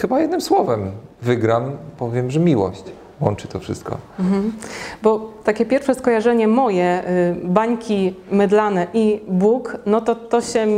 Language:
Polish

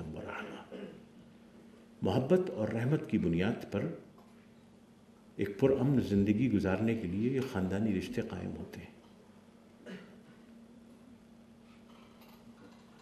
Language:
Urdu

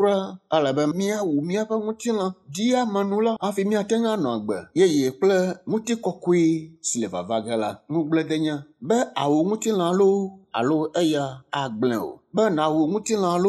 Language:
Ewe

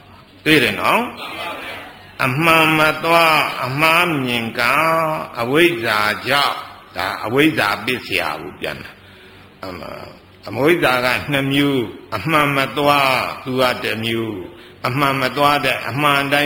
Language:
Burmese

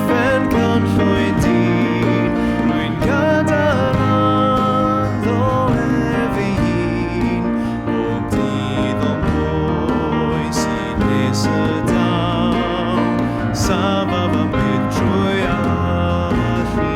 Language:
Welsh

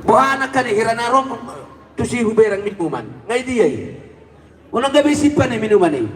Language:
Batak Toba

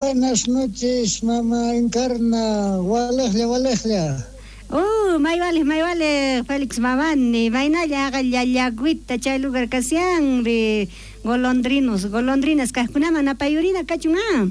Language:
South Bolivian Quechua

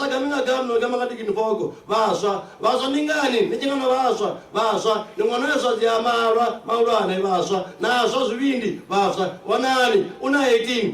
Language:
Venda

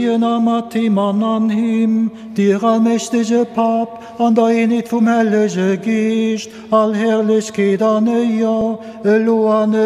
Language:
Luxembourgish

